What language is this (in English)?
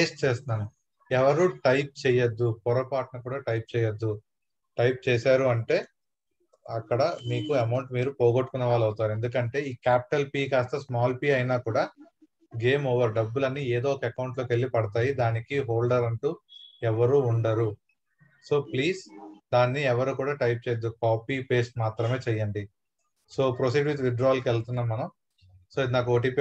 Telugu